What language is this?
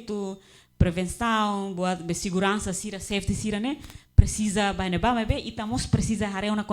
Tetum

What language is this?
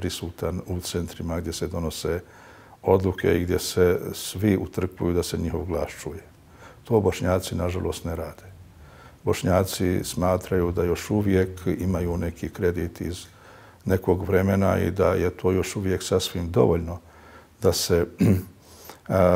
Bosnian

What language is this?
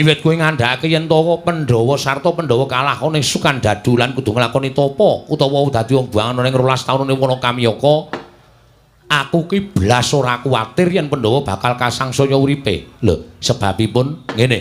Javanese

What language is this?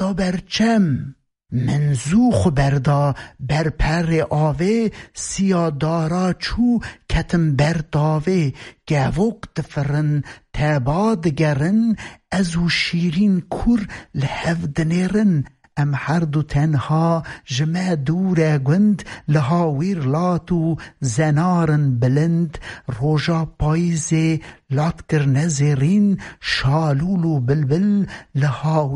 Kurdish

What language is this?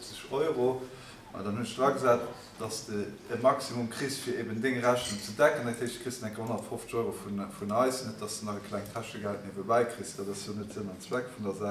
Luxembourgish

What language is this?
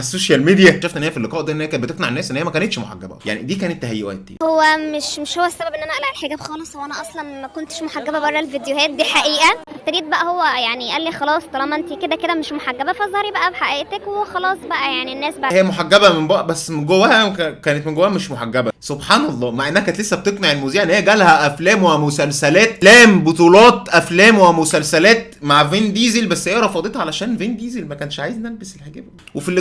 Egyptian Arabic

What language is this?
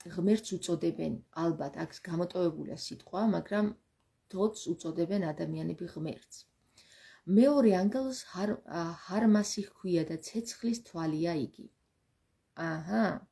Georgian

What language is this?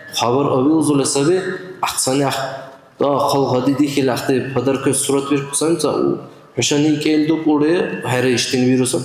Dargwa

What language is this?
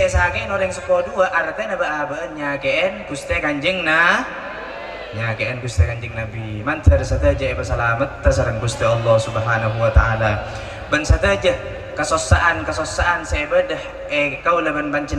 Madurese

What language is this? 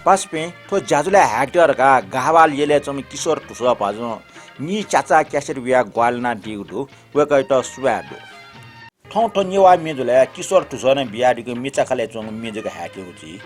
Newari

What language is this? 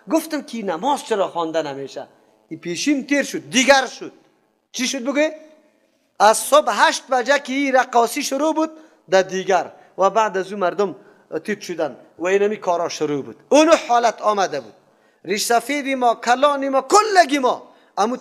Persian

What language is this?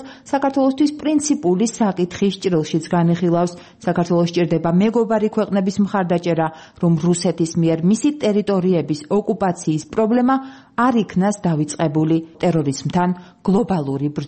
Georgian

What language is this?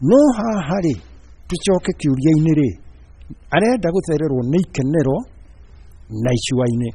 Kikuyu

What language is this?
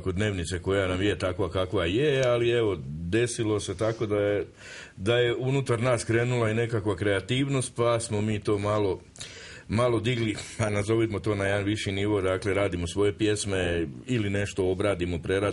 Croatian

